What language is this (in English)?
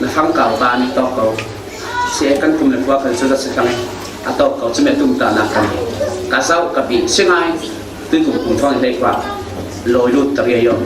Falam Chin